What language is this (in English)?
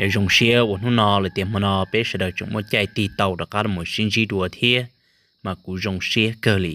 Hmong